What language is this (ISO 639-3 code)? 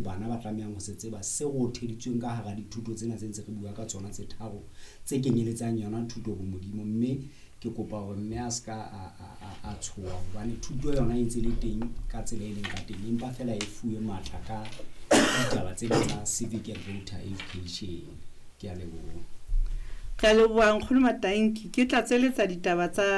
sot